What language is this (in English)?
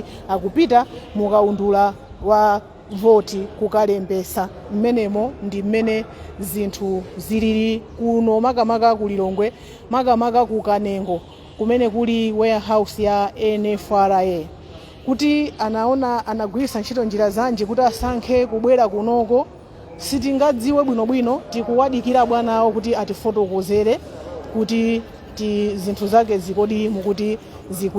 Nyanja